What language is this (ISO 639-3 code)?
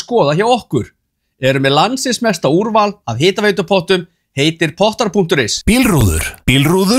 isl